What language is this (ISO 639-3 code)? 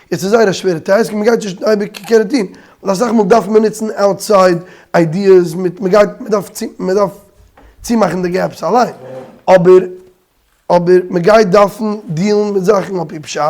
yid